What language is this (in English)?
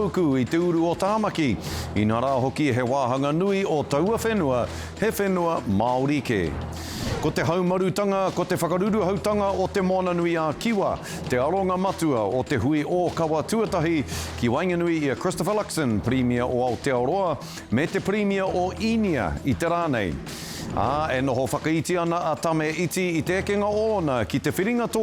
Māori